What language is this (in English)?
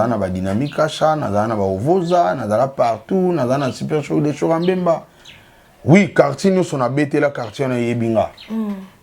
Lingala